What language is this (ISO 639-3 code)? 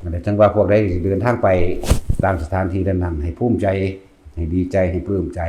tts